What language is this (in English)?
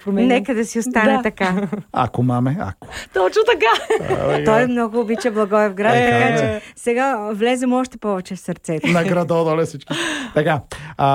Bulgarian